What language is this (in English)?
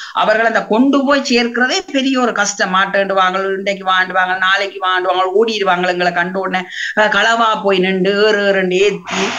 Tamil